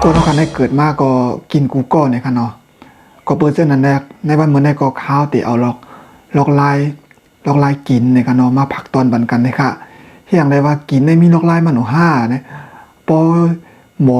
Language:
Shan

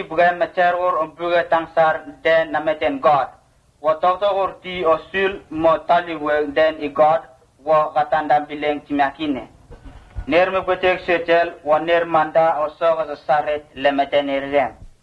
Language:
Vurës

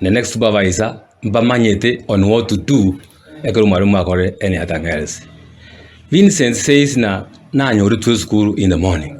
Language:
Gusii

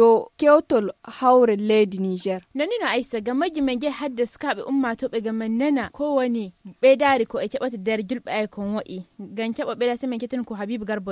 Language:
Nigerian Fulfulde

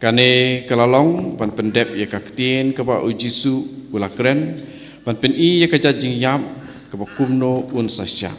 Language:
Khasi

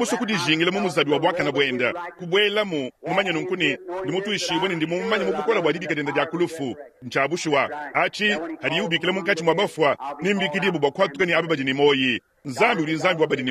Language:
Luba-Lulua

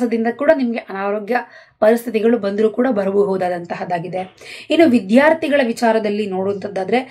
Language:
Kannada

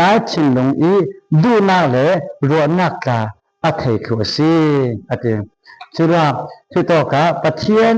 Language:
Falam Chin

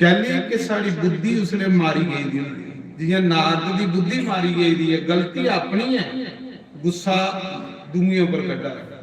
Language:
Dogri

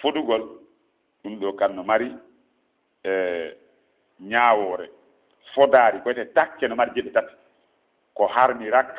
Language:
Fula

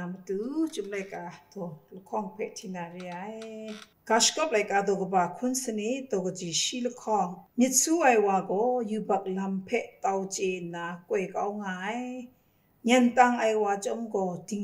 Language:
Kachin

